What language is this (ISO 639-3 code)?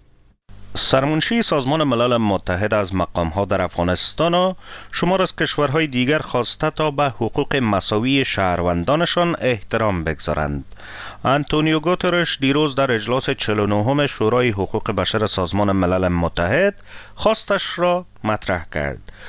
fas